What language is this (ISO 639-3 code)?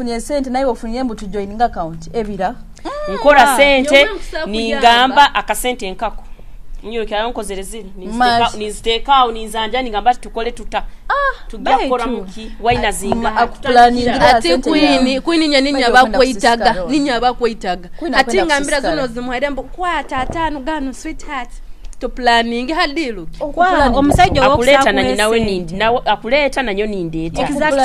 nyo